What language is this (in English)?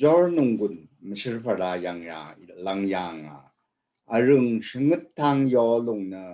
Rawang